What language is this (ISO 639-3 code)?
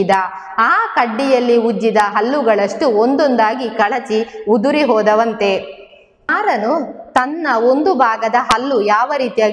kan